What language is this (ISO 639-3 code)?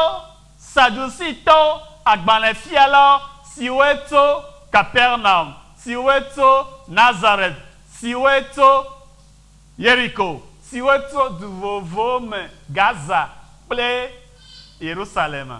ewe